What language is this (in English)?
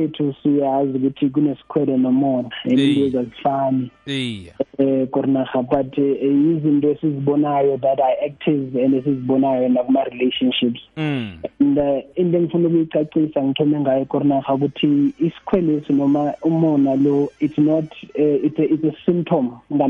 South Ndebele